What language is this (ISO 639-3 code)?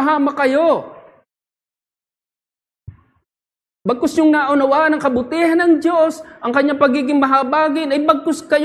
fil